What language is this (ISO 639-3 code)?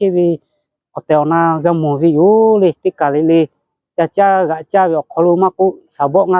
lhu